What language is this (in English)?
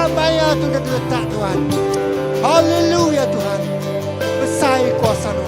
Iban